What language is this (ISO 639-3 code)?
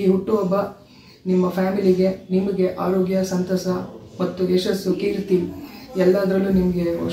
kan